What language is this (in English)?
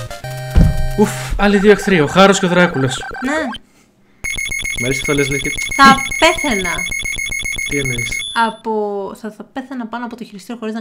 Greek